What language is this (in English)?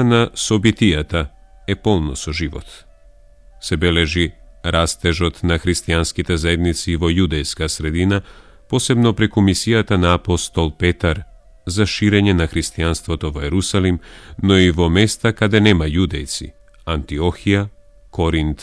Macedonian